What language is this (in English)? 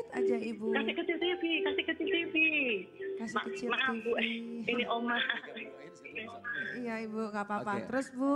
Indonesian